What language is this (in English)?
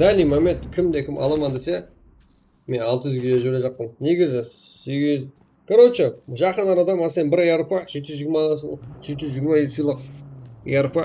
Kara-Kalpak